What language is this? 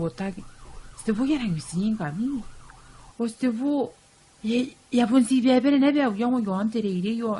Gilbertese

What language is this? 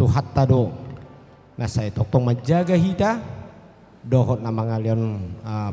Batak Toba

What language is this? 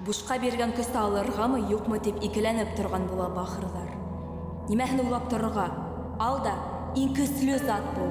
Bashkir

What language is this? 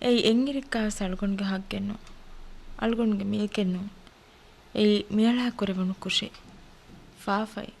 Divehi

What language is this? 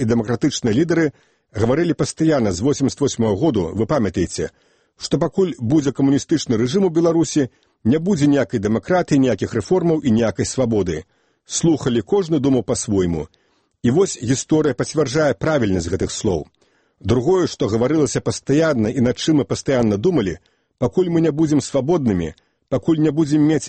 Belarusian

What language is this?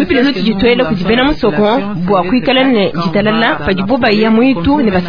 Luba-Lulua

